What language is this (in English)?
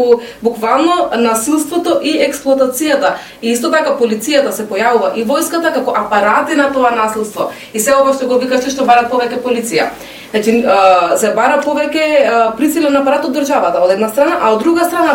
Macedonian